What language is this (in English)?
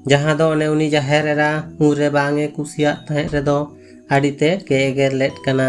Santali